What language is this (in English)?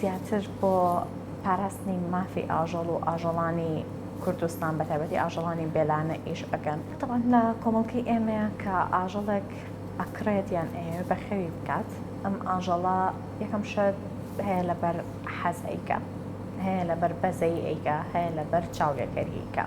Central Kurdish